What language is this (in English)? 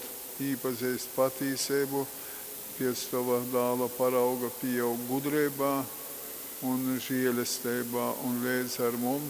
Latgalian